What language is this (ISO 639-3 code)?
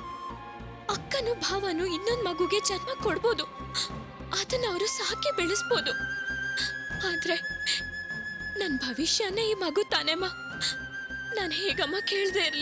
kan